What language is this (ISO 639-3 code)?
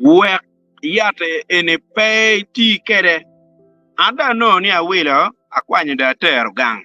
ach